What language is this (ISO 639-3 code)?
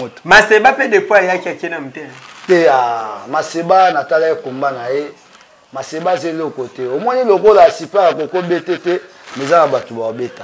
lin